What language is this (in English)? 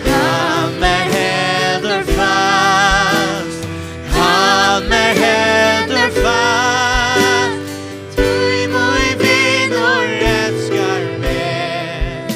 Faroese